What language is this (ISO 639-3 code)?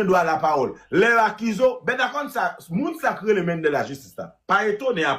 hat